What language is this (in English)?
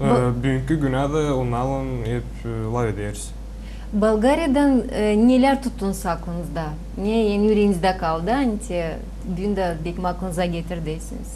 Gagauz